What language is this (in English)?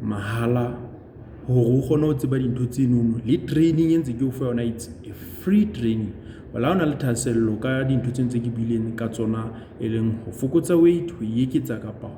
Southern Sotho